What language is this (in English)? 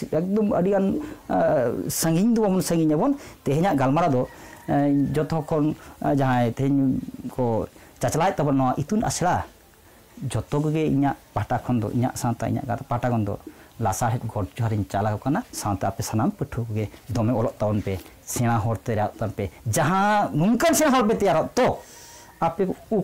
Santali